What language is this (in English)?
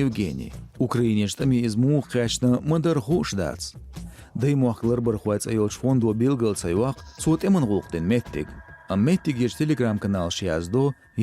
Chechen